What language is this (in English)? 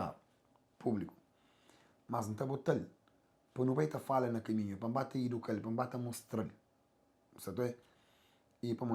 Kabuverdianu